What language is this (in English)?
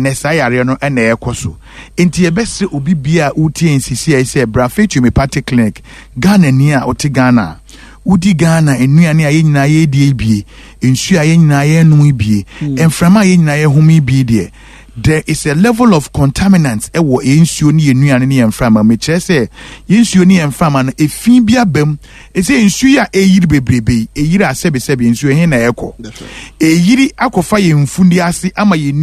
Akan